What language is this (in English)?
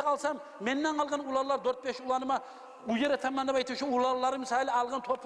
Kumyk